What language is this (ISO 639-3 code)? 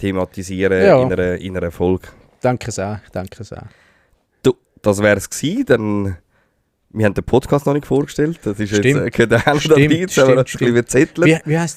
gsw